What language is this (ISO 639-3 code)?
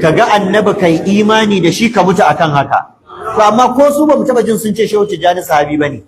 hau